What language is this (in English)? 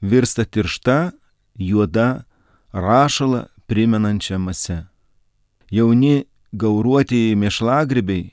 Lithuanian